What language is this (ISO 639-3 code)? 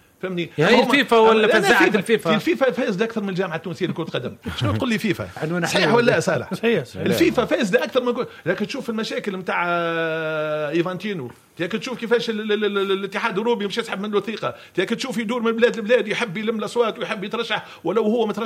aeb